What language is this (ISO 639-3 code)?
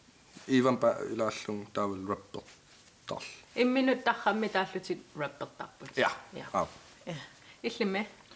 kal